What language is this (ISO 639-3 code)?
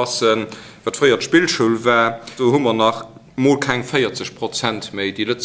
ltz